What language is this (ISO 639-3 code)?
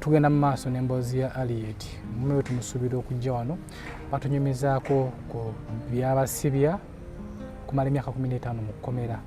lug